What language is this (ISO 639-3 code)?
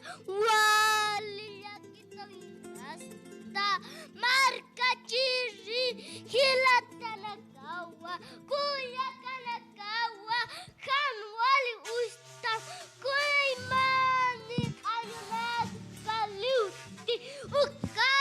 aym